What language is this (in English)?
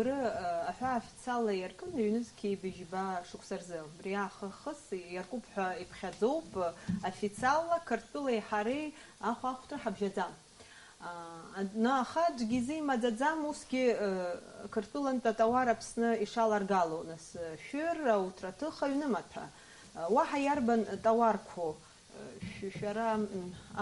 Abkhazian